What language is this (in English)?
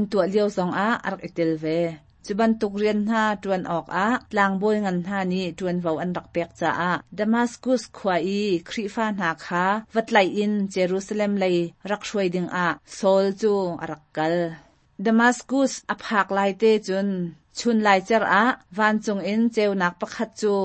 Hakha Chin